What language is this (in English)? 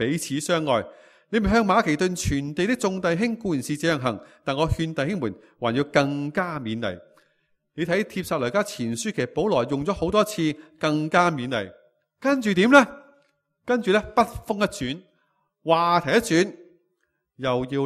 Cantonese